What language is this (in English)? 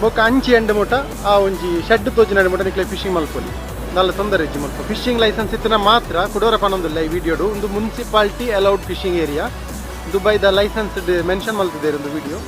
Tulu